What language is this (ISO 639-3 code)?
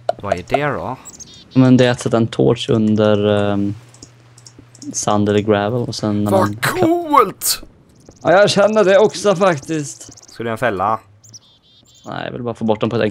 swe